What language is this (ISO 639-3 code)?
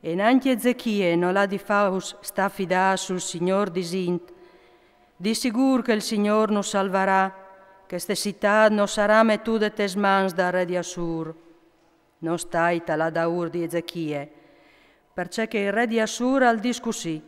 fur